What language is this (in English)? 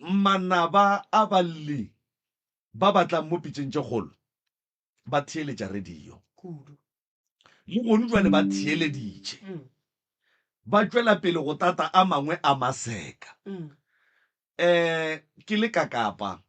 Northern Sotho